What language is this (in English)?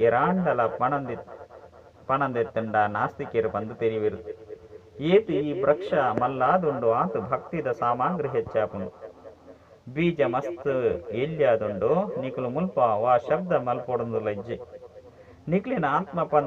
Tulu